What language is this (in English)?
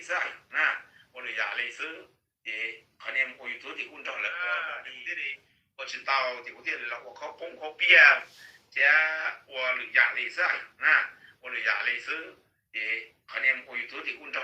Hmong